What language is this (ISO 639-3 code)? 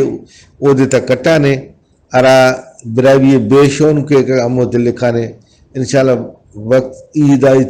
brh